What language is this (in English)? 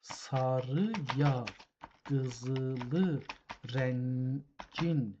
South Azerbaijani